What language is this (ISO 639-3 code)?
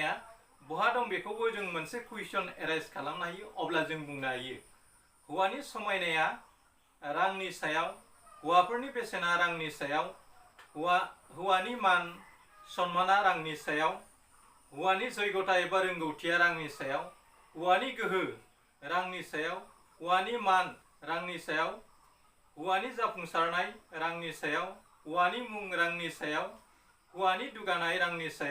brx